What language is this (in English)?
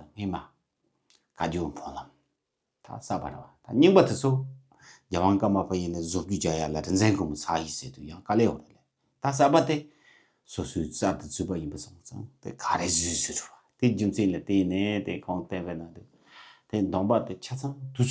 Tibetan